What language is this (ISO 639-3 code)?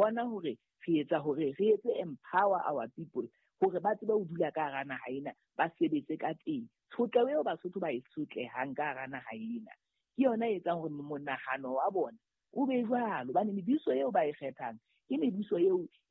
sot